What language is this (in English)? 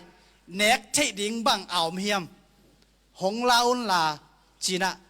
Tedim Chin